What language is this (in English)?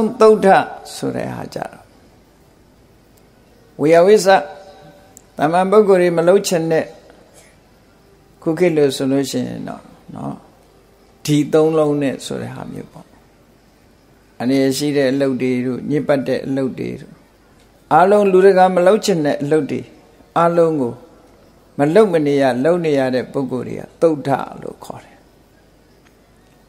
Burmese